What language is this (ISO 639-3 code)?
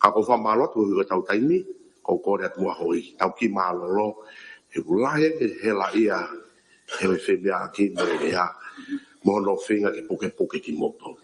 ton